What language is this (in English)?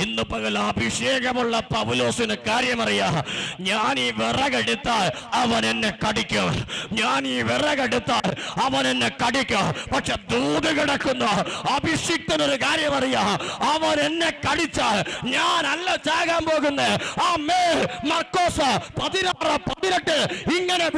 Malayalam